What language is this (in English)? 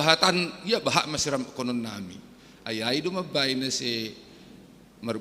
Batak Simalungun